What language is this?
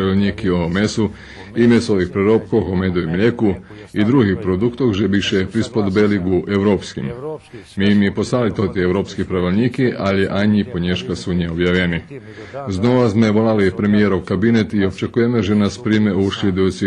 Rusyn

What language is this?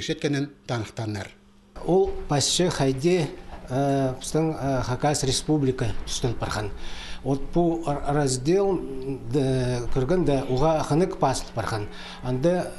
Khakas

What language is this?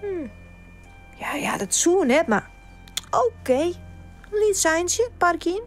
Western Frisian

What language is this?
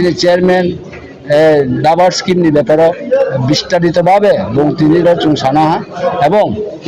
Riang (India)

